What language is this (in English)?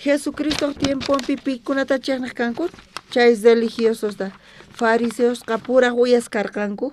South Bolivian Quechua